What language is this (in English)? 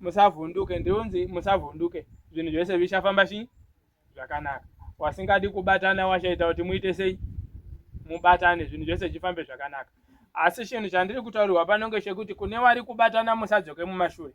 Shona